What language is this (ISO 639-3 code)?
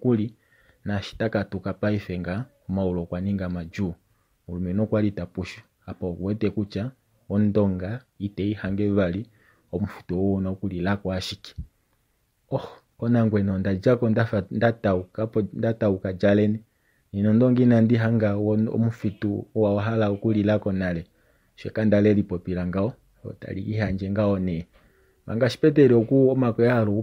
kua